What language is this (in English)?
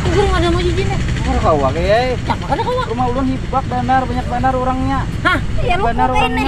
Banjar